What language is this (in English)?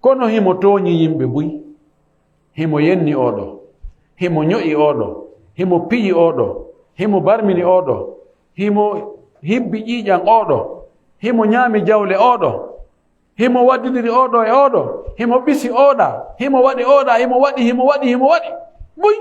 Fula